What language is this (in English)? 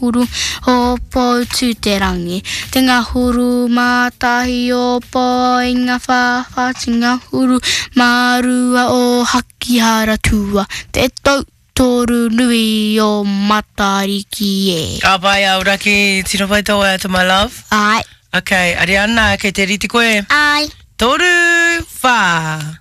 Māori